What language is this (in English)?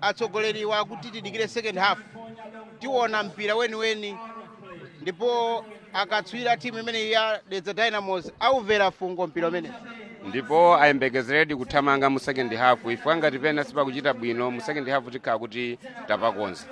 Nyanja